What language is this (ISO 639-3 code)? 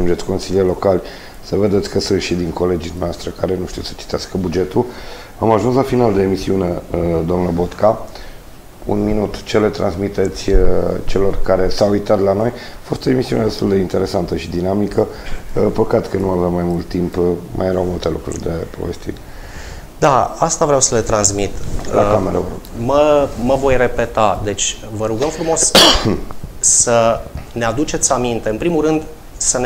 ron